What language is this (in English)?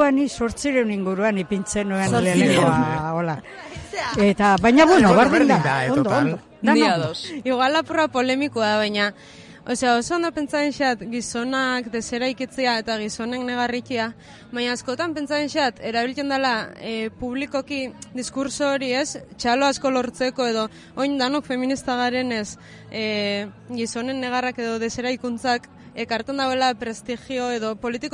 Basque